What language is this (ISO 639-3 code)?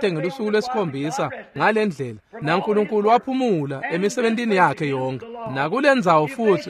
ssw